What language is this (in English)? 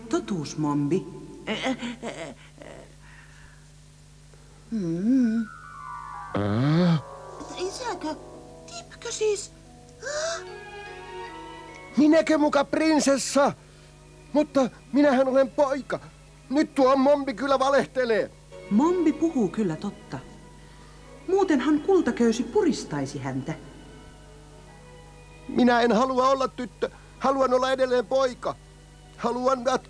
Finnish